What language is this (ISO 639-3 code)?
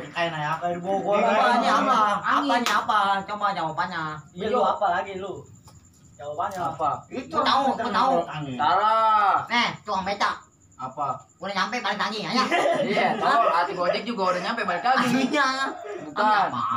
bew